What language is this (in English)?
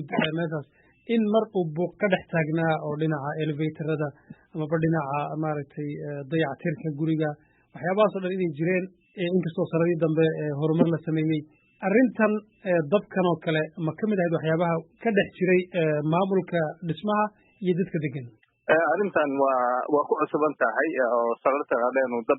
Somali